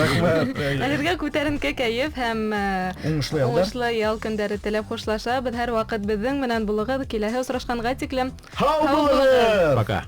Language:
Bashkir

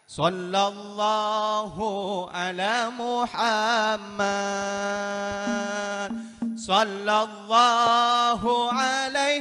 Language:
Madurese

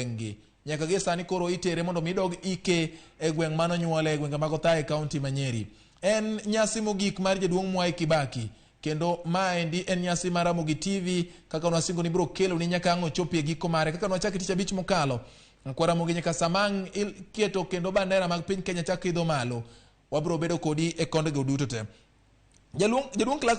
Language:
Luo (Kenya and Tanzania)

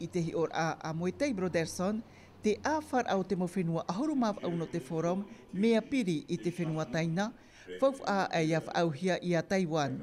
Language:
Tahitian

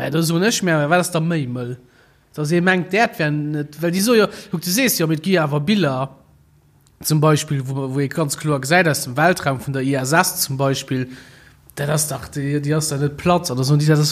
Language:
Luxembourgish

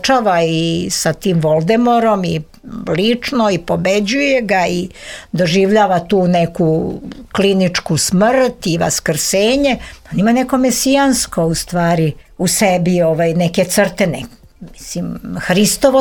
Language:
Serbian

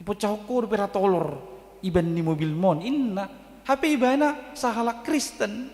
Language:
Batak Toba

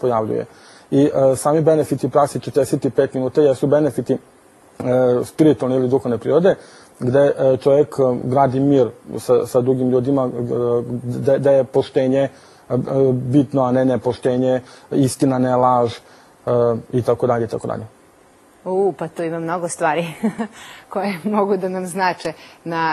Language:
Serbian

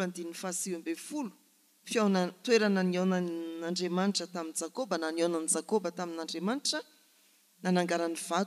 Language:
Malagasy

